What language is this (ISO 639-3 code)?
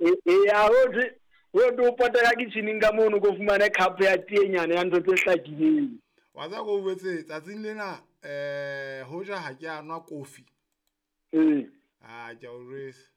sot